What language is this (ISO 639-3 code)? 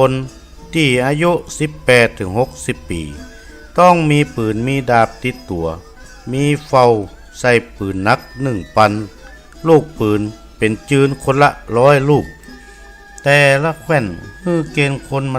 nod